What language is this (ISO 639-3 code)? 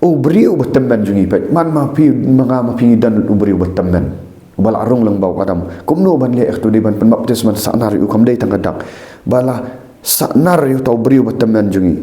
kha